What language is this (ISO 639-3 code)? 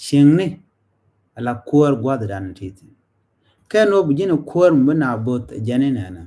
nus